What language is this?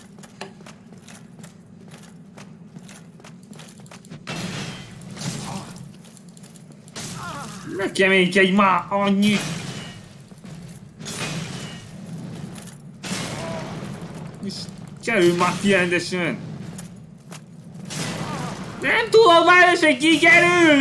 Hungarian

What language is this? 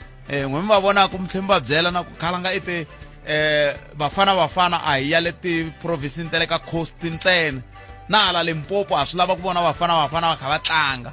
Tsonga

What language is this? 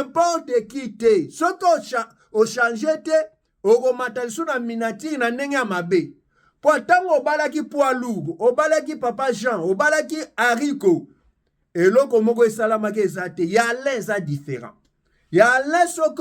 Lingala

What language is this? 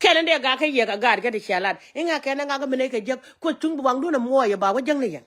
Nuer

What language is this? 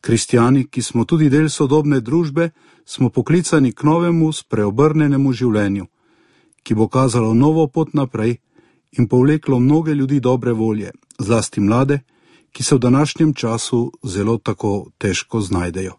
Slovenian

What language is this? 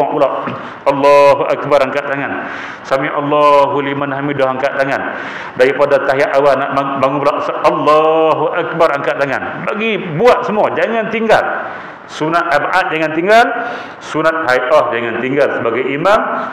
Malay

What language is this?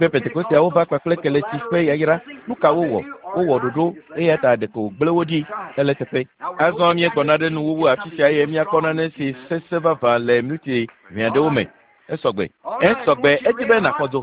Ewe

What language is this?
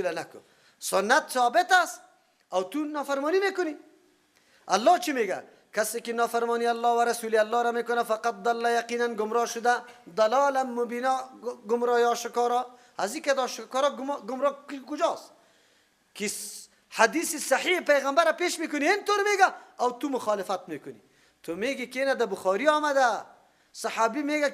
Persian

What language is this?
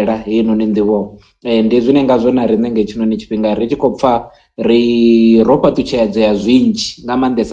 Venda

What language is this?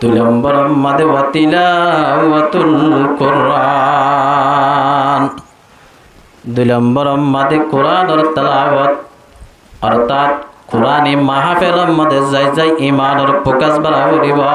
Rohingya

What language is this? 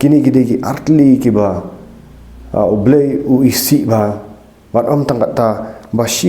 Khasi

